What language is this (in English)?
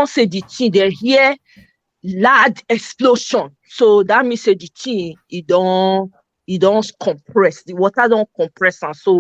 Nigerian Pidgin